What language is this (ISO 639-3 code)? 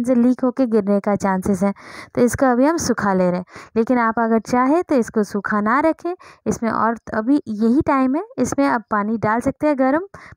hin